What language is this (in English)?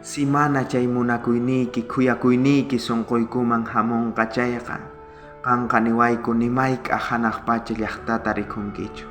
South Bolivian Quechua